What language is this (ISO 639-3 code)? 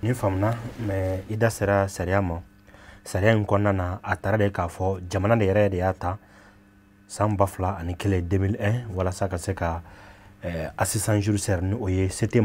bam